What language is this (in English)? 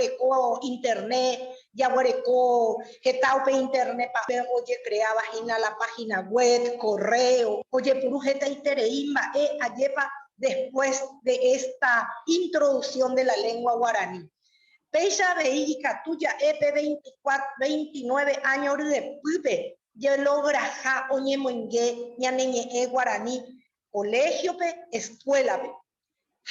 Guarani